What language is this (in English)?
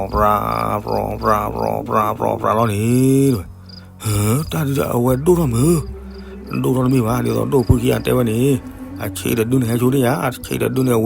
S'gaw Karen